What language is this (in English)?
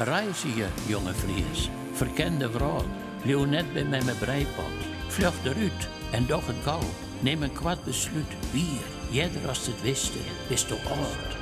Western Frisian